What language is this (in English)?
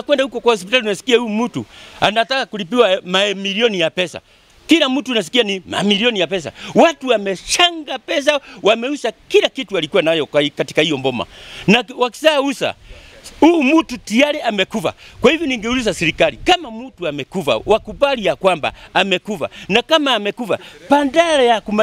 Swahili